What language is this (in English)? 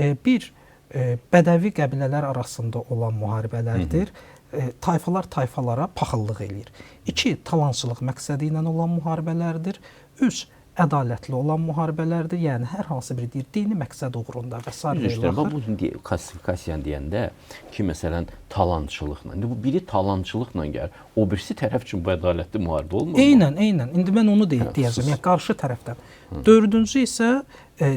Azerbaijani